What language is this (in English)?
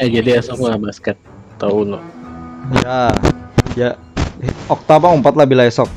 Banjar